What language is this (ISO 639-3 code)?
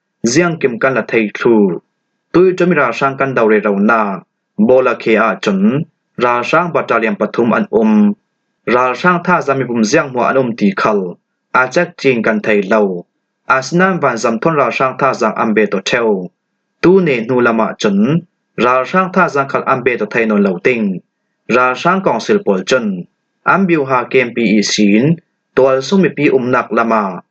cfm